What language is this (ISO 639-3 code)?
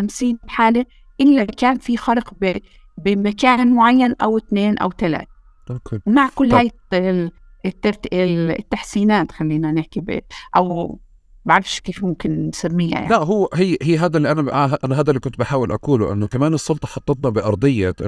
apc